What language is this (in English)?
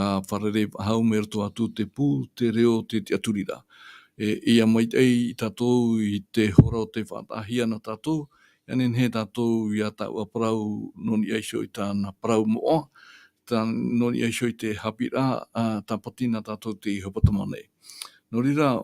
Tahitian